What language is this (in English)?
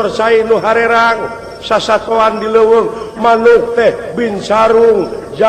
Sundanese